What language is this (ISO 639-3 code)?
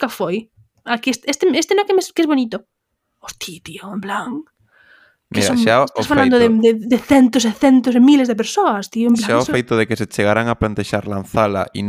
glg